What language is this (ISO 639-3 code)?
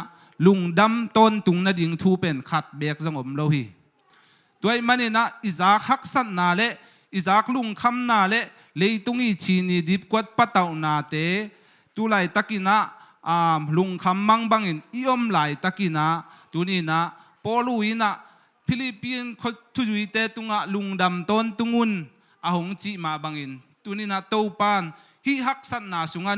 ctd